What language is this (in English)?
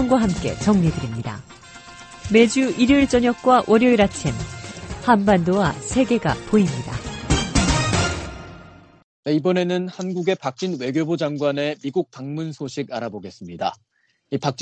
Korean